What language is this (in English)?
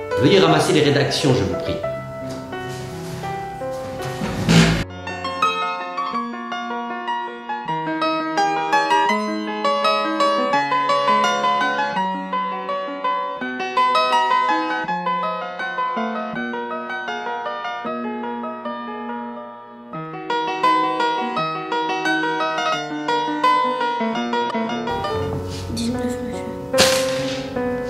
French